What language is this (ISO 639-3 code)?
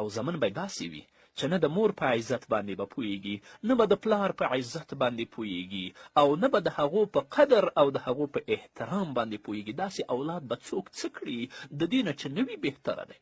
pus